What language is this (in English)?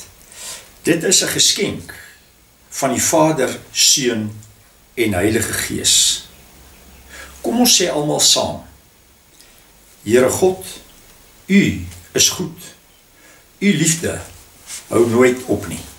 Afrikaans